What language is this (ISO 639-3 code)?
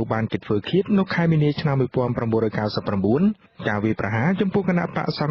khm